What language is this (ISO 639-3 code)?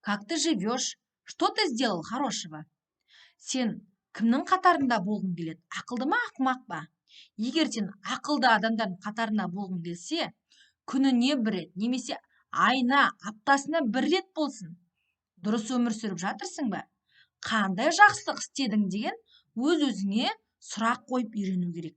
kaz